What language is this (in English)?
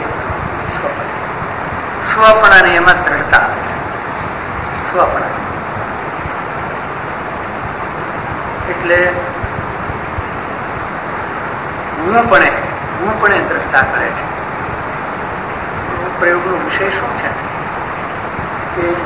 Gujarati